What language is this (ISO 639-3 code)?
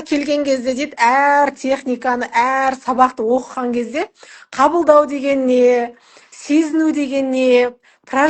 kaz